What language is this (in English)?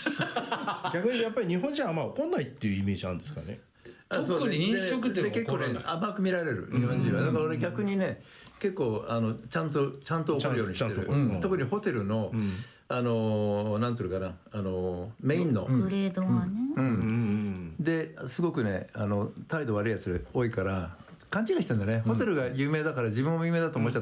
Japanese